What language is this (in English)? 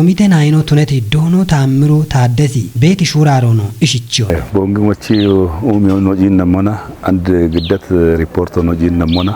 Kafa